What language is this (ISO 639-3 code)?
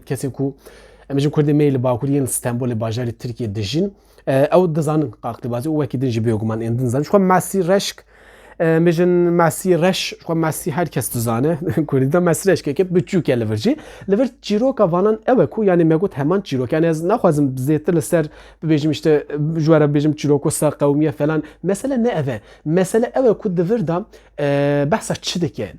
kur